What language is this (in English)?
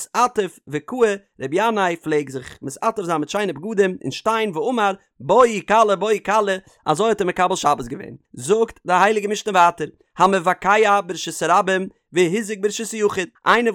Yiddish